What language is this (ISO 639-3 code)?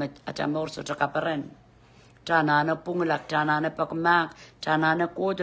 pon